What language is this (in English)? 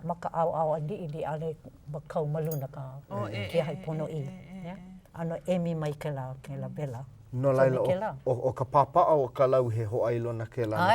Hawaiian